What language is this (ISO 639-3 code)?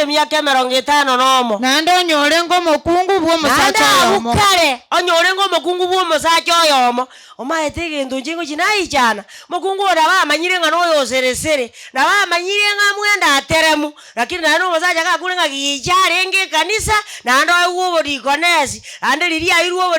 guz